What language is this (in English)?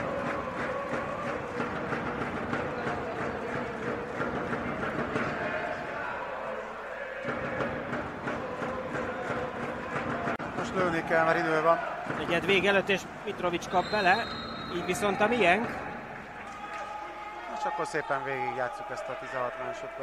Hungarian